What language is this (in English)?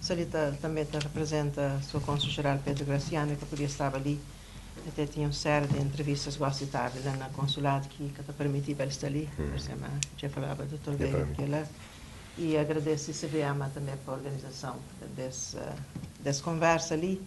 Kabuverdianu